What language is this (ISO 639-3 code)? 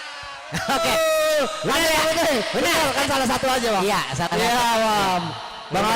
bew